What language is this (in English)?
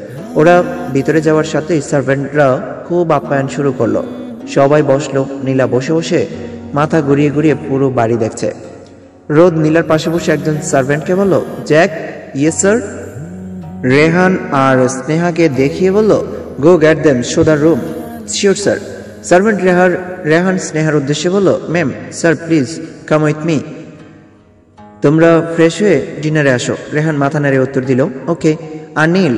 Bangla